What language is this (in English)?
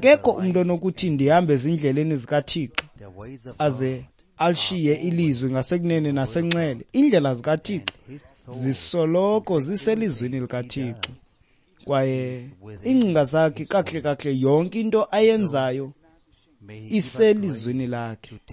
Xhosa